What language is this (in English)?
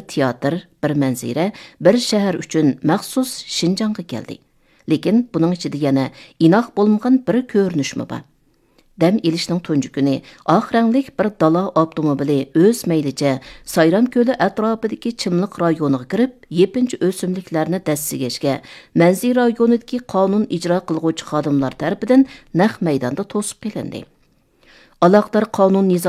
Uyghur